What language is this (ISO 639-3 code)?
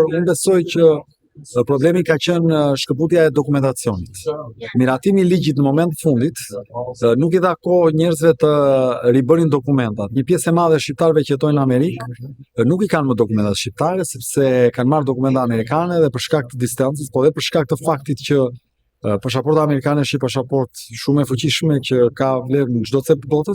sqi